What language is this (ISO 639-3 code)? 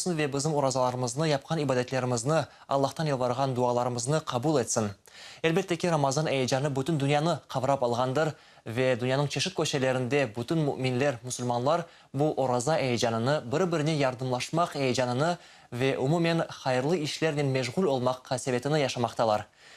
crh